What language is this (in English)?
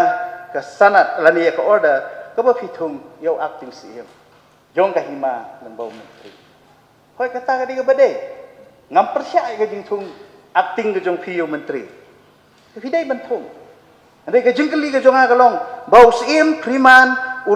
Khasi